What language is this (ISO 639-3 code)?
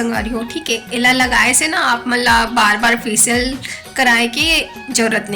hne